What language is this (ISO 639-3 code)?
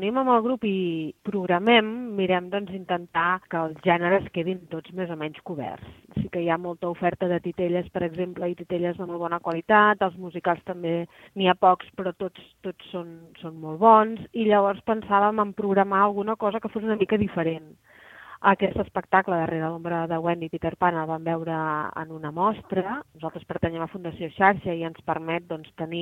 cat